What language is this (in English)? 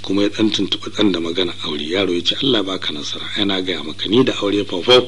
Hausa